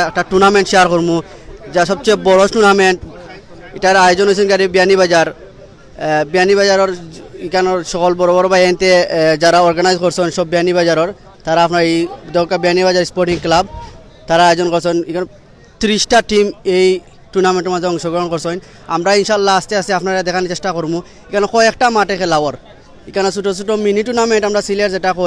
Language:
Sylheti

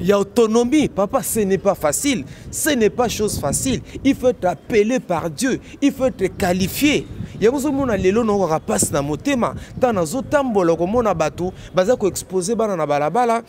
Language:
Lingala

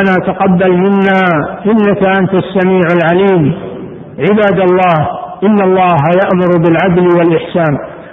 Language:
Arabic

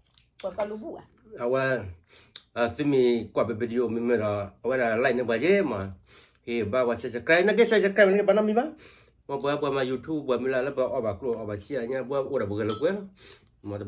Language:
S'gaw Karen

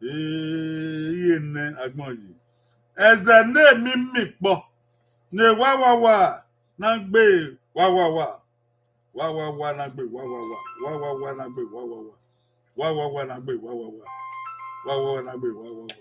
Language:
Bini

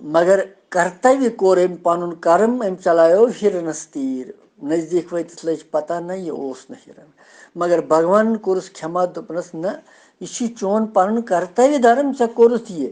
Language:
Kashmiri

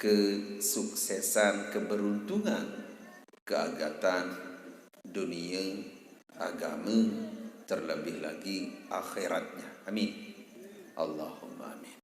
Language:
Sasak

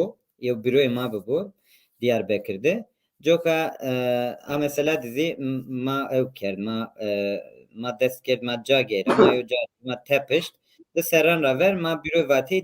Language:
Zaza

